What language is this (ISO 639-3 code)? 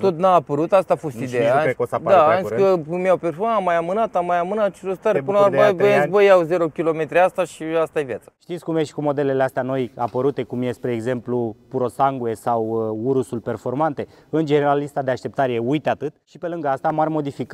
ron